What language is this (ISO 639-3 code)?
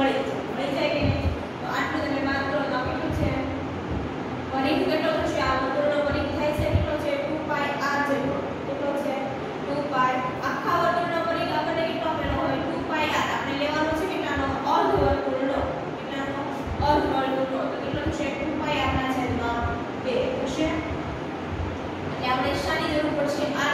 guj